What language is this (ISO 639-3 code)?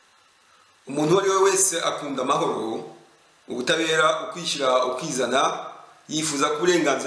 kin